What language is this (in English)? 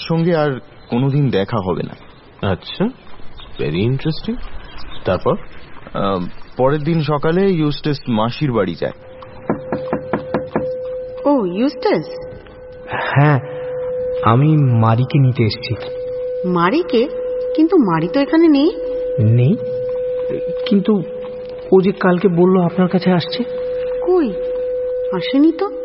Bangla